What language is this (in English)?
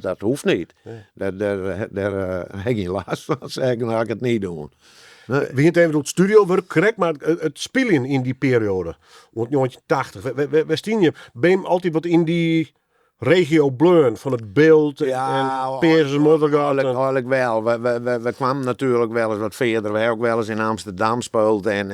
Western Frisian